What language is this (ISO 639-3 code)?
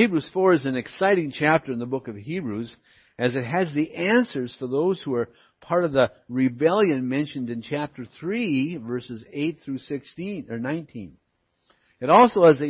eng